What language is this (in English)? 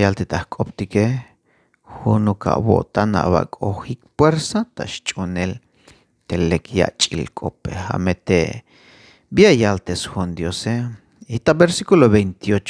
Tzeltal